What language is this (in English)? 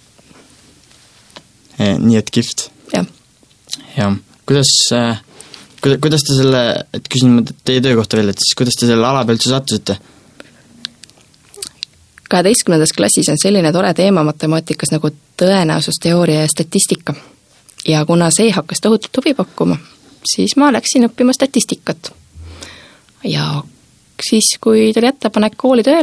Estonian